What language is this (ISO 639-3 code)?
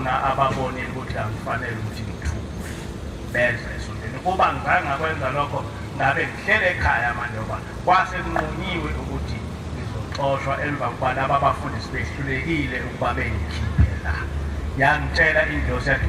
zul